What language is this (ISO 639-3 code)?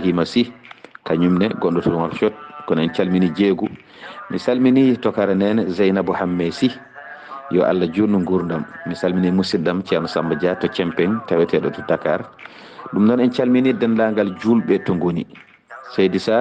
ful